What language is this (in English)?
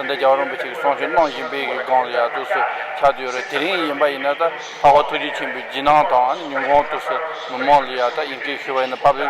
Tibetan